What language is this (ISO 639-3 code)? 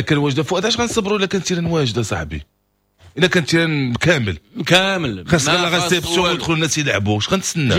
ary